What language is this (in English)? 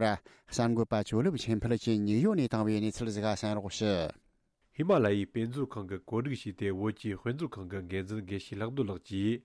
Tibetan